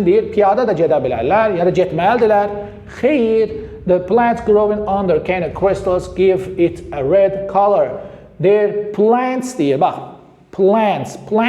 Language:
Azerbaijani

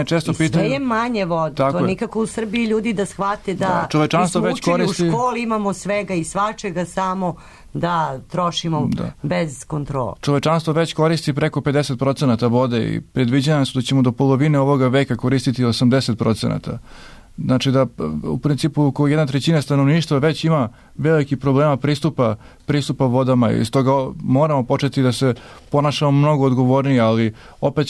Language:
Serbian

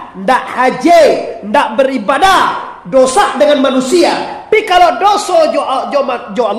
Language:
Minangkabau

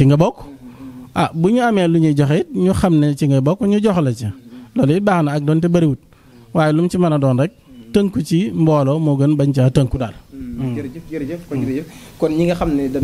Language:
Wolof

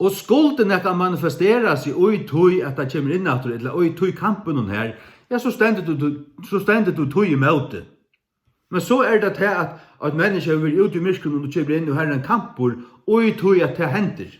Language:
Faroese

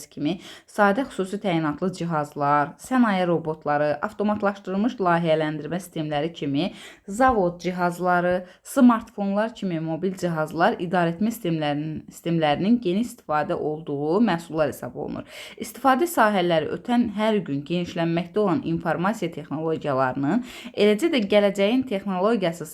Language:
Azerbaijani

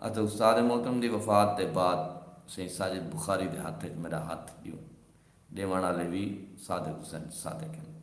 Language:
Saraiki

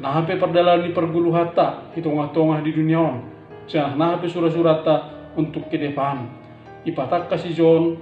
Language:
Batak Simalungun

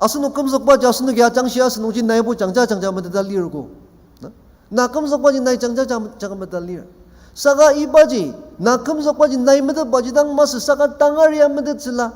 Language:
Ao Naga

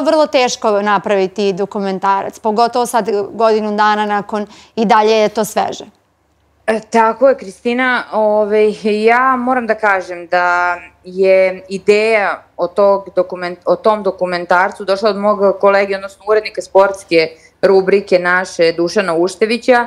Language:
Serbian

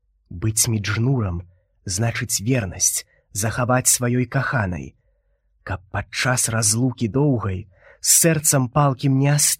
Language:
Belarusian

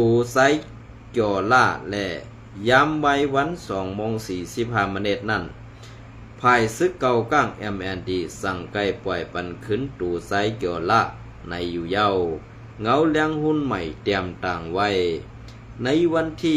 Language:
Shan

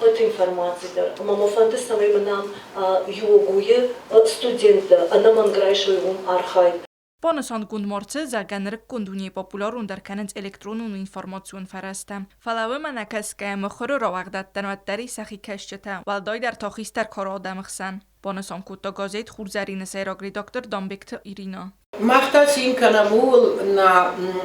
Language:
Ossetic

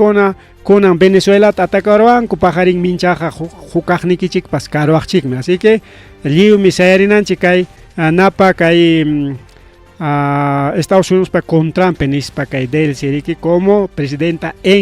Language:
Ayacucho Quechua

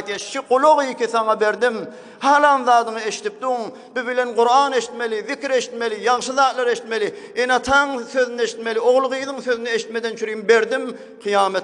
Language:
Turkmen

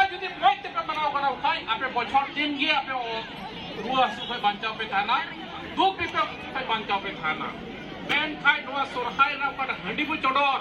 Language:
Santali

